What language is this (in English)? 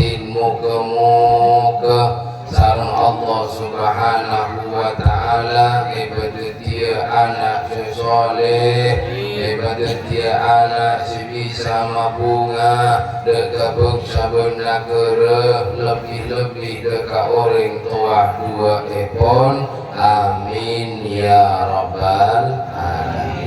Madurese